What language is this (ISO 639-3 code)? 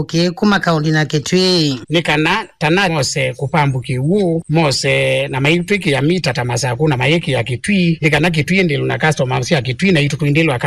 kam